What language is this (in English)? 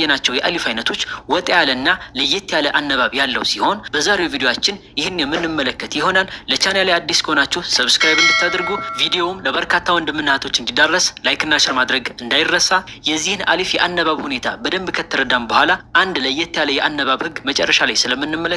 Amharic